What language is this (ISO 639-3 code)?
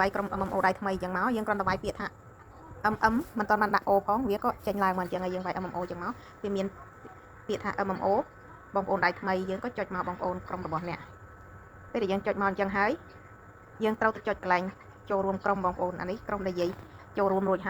khm